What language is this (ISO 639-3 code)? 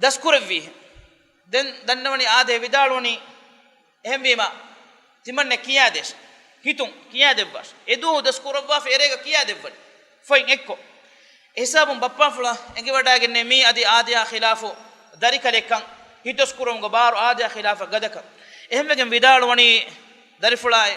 div